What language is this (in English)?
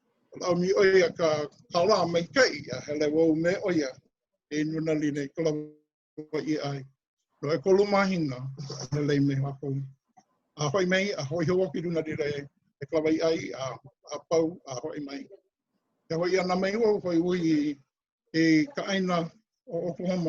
Hawaiian